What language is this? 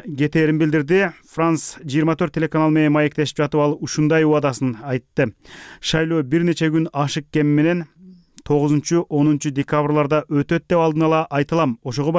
Kyrgyz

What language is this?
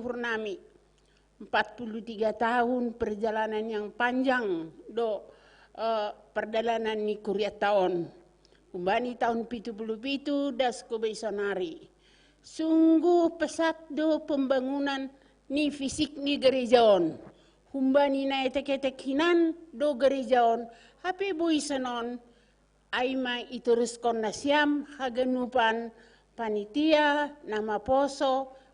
Batak Simalungun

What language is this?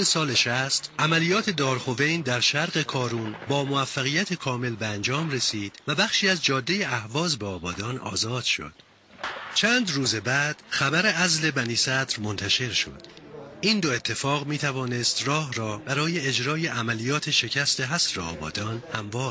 Persian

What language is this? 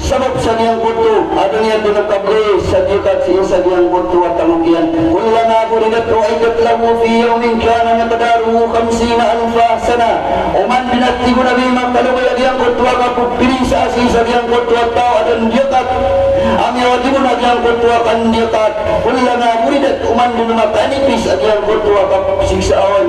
Maranao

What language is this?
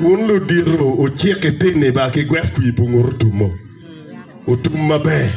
Acoli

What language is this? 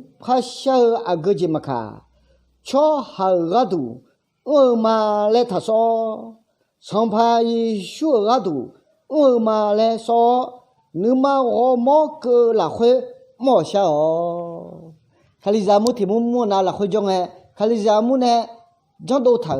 Akha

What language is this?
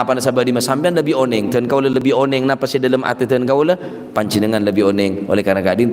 Madurese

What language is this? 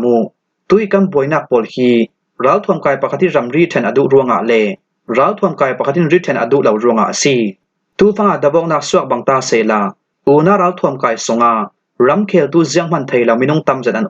Falam Chin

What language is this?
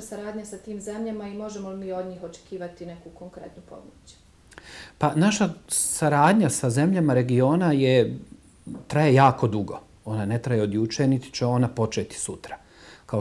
Bosnian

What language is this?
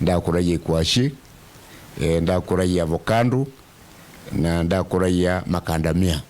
Meru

